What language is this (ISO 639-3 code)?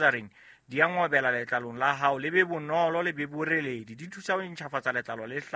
sot